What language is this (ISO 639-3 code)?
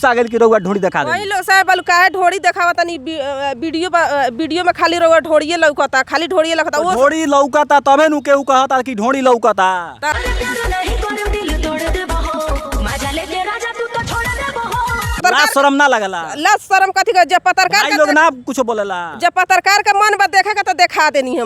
bho